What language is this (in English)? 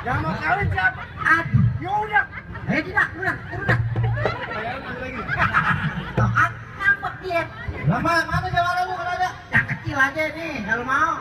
Betawi